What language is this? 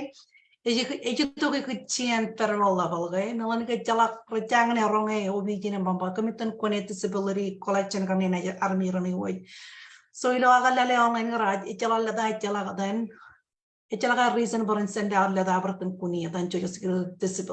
Marshallese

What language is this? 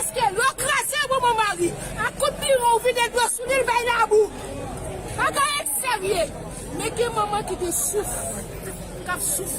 Haitian Creole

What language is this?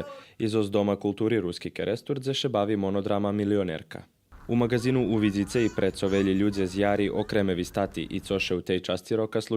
Rusyn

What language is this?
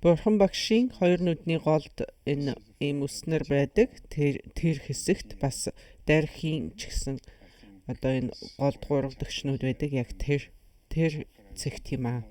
Mongolian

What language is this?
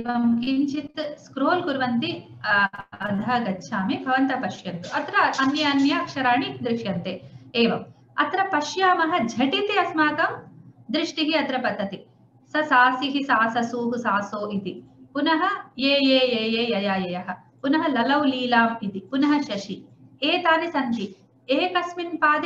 Sanskrit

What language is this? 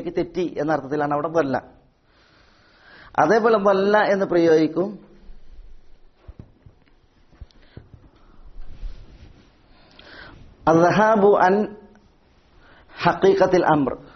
Malayalam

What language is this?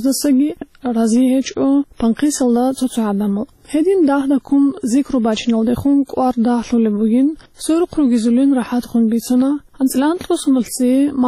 Avaric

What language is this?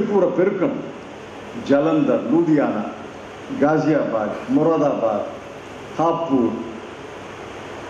Tamil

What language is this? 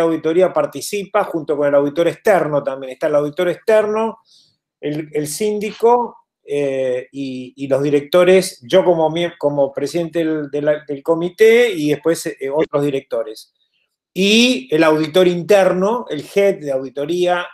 Spanish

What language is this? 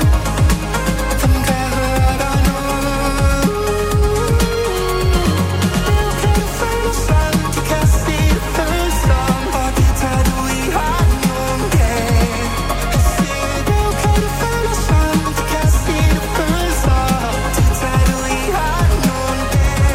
Danish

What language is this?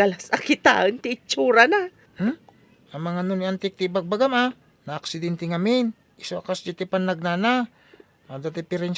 Iloko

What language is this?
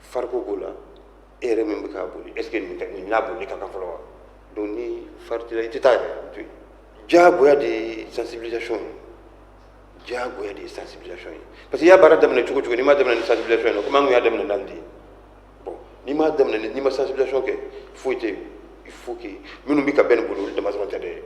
Bambara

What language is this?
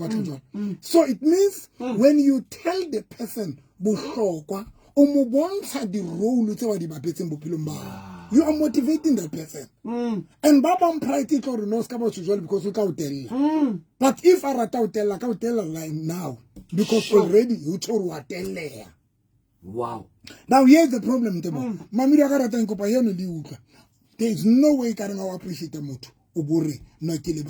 Southern Sotho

